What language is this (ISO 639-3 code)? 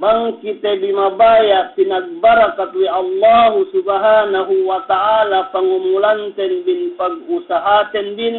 yka